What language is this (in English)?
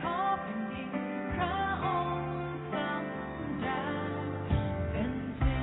Lao